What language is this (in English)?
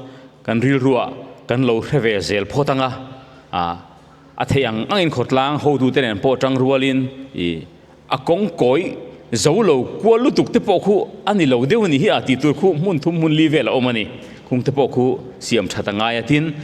Mizo